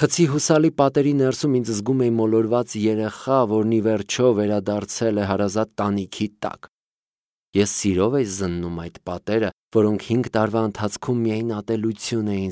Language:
Armenian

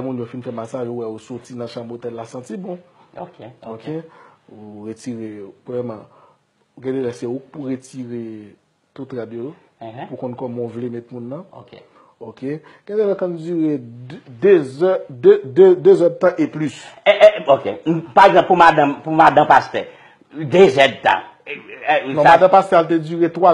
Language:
Haitian Creole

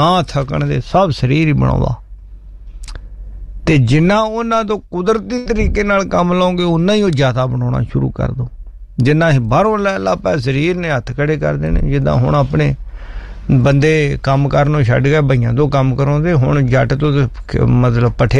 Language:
Punjabi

